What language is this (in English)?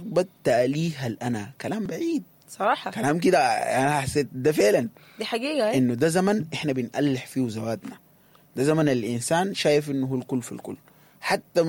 Sudanese Arabic